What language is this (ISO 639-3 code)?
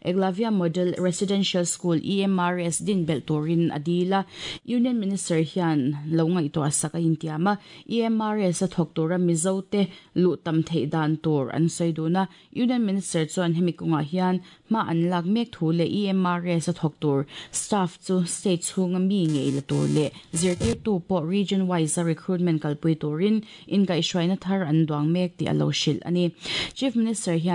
lus